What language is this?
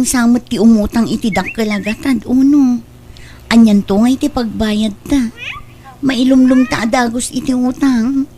Iloko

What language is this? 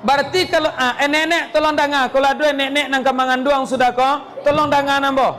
Minangkabau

